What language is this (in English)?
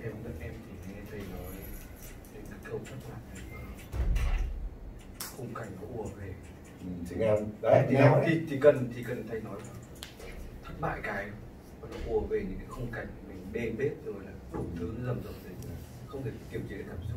Vietnamese